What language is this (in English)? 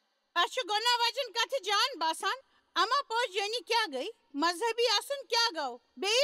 Kashmiri